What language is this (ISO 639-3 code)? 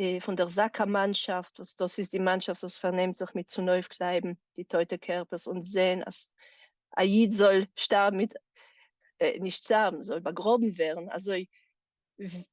yid